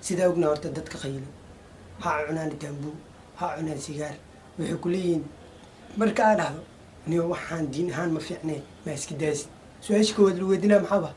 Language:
Somali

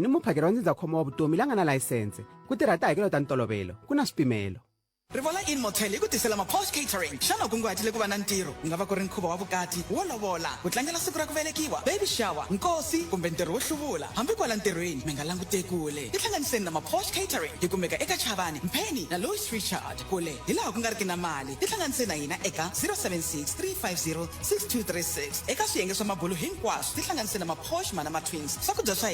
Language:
Tsonga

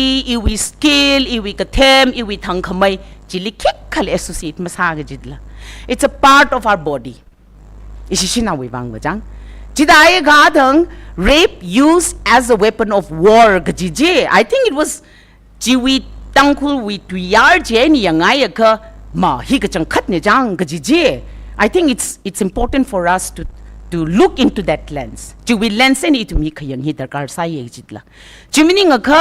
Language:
Tangkhul Naga (India)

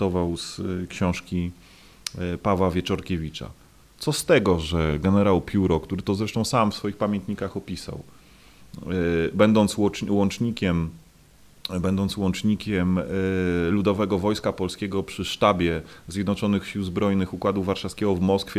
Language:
Polish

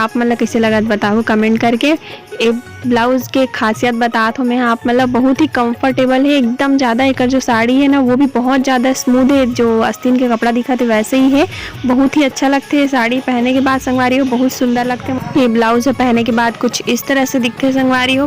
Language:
Chhattisgarhi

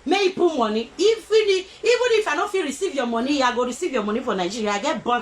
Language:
Nigerian Pidgin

